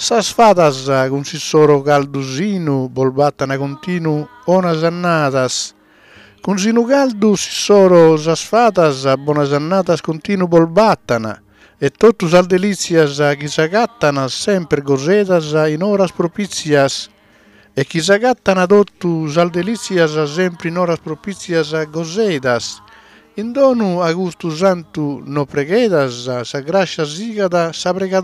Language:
Sardinian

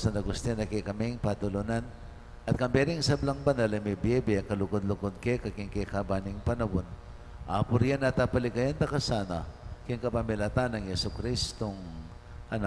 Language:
Pampanga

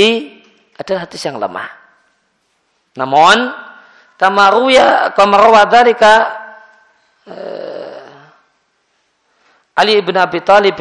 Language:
Indonesian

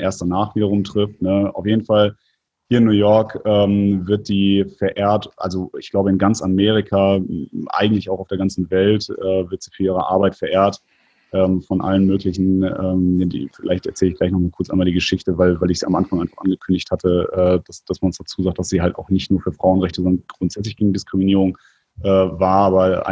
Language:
German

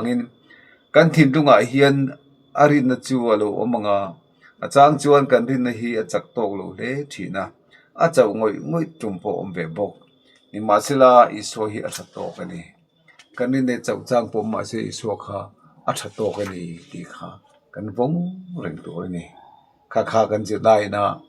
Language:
Mizo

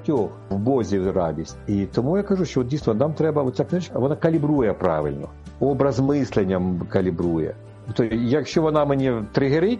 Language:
Ukrainian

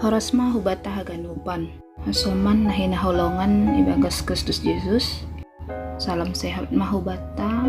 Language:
Batak Simalungun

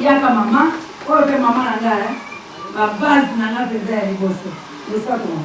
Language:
Lingala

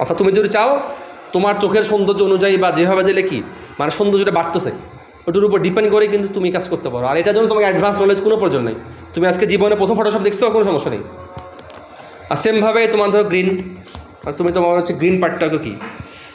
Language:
Bangla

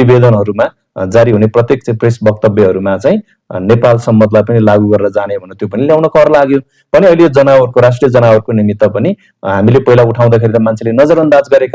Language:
Nepali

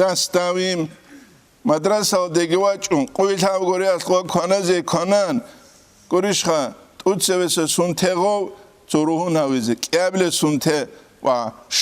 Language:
Avaric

